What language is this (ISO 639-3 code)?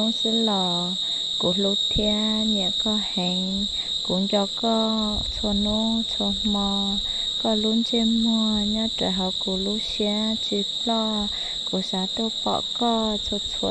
hmn